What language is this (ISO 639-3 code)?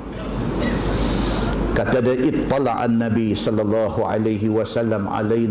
msa